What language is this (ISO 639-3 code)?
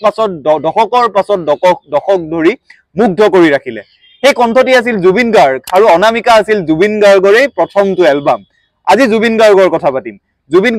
asm